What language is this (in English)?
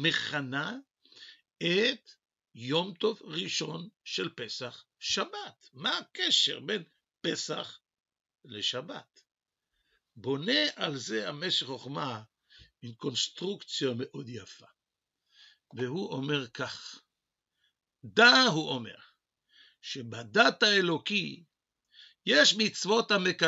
Hebrew